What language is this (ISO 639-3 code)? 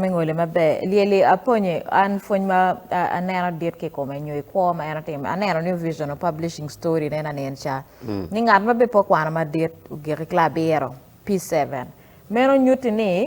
ach